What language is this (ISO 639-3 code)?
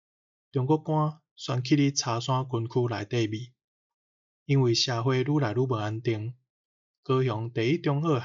nan